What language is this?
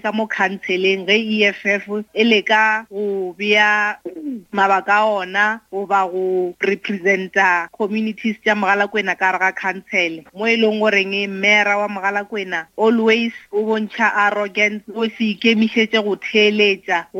Northern Sotho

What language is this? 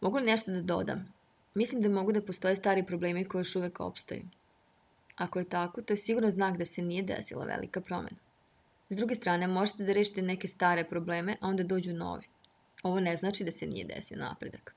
Serbian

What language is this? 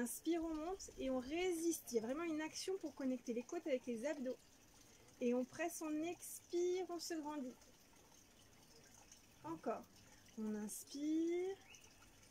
French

